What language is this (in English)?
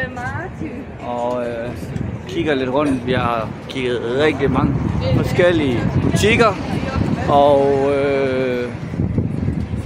Danish